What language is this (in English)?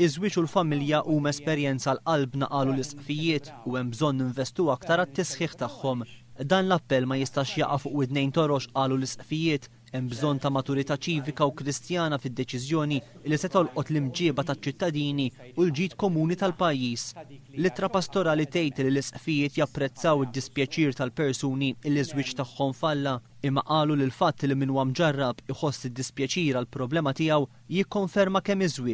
Maltese